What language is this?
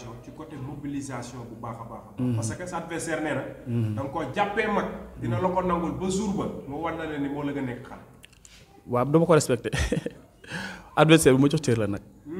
Wolof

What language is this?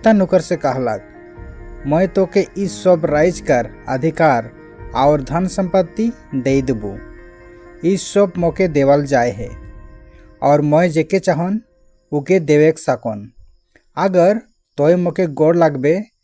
Sadri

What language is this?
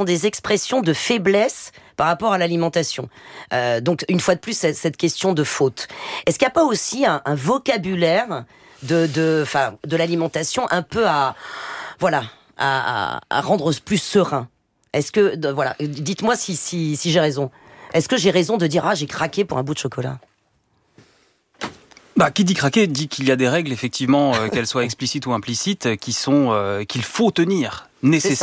French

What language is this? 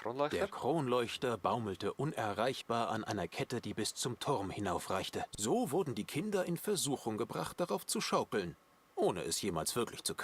Swiss German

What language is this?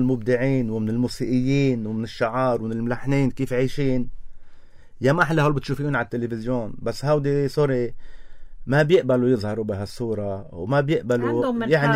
North Levantine Arabic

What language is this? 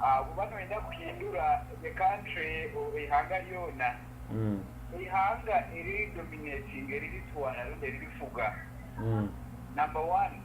Nyoro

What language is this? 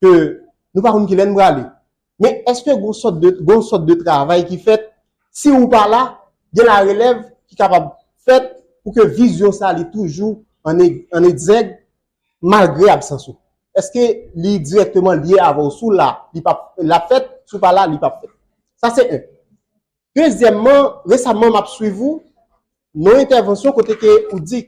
Haitian Creole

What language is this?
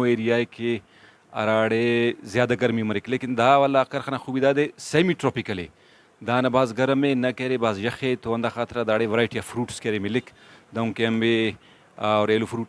Brahui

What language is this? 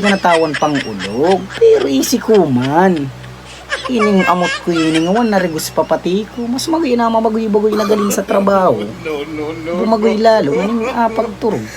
Bikol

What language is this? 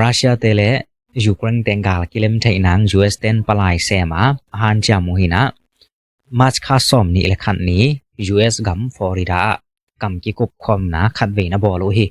Tedim Chin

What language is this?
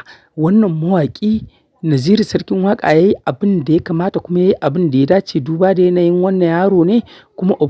Hausa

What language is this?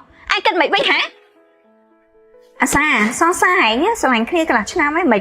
Khmer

